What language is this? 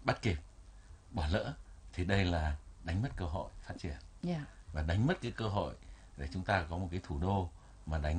Vietnamese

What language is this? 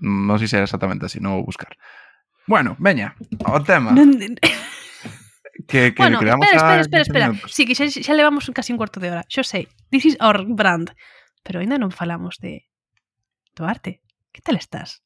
Galician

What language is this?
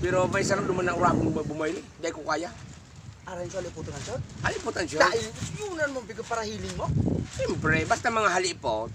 Bikol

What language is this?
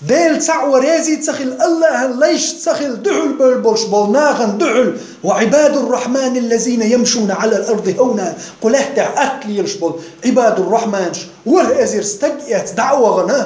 Chechen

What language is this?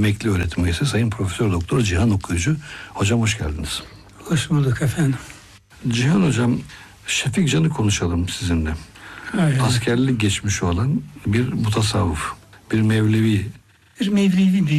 Turkish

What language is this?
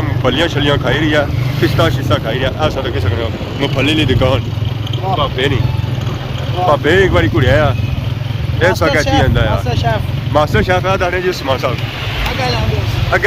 Pahari-Potwari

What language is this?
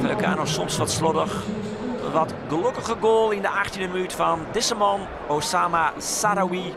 Western Frisian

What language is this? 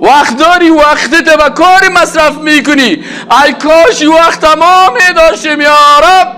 Persian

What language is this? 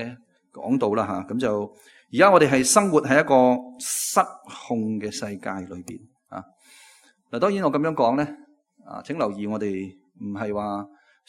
Cantonese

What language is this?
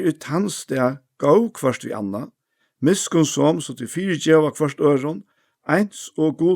Faroese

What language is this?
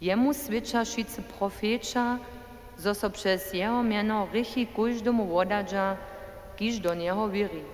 Upper Sorbian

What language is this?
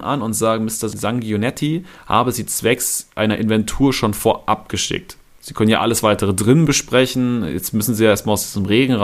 German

